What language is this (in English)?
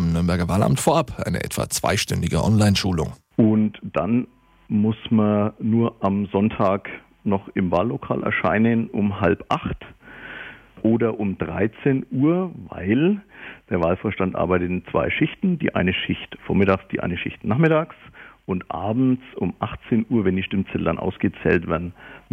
German